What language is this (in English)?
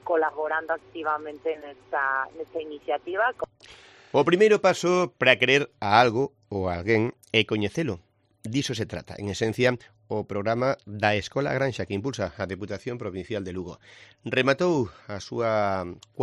Galician